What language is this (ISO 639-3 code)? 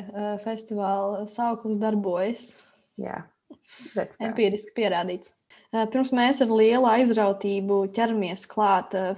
lav